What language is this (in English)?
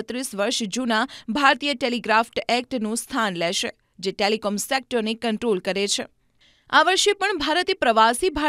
Gujarati